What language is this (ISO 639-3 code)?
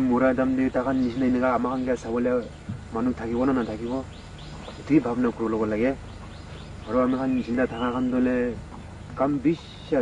nag